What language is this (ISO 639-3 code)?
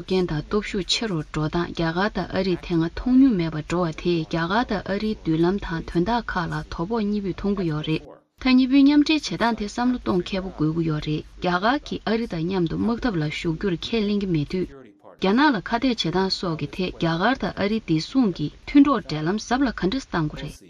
bod